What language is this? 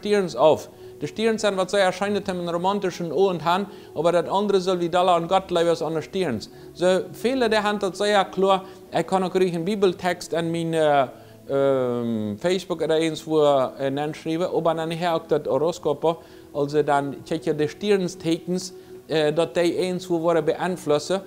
Plautdietsch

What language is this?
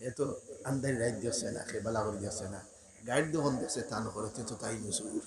Sylheti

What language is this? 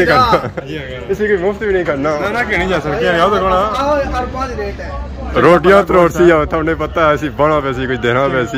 Pahari-Potwari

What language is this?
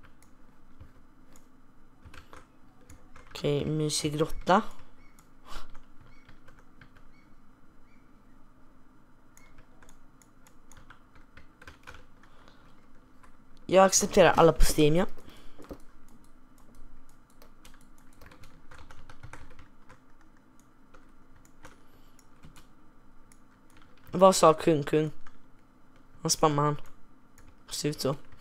Swedish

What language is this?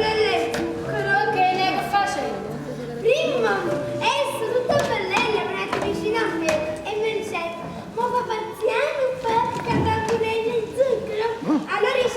Neapolitan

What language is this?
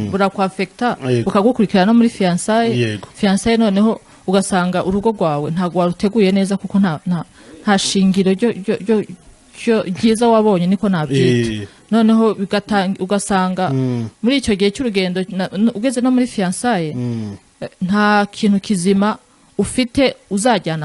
Kinyarwanda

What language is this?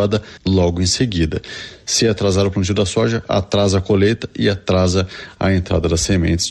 Portuguese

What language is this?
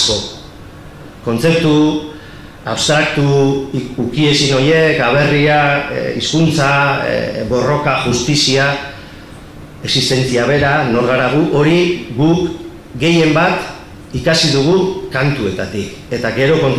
Basque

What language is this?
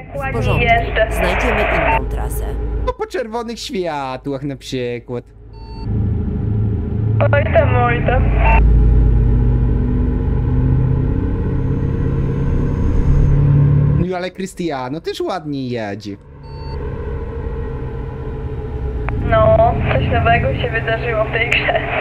Polish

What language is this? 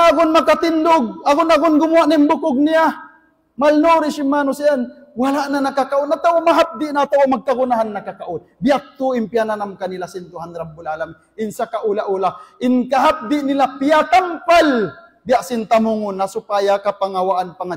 Tausug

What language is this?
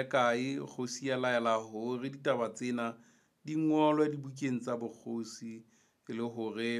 Southern Sotho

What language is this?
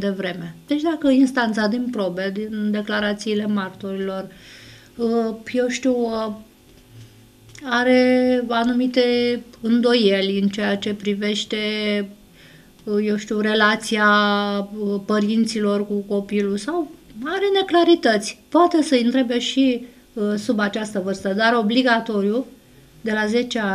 Romanian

